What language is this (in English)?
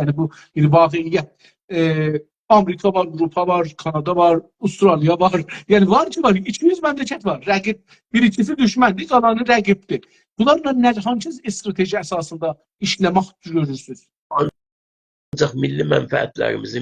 South Azerbaijani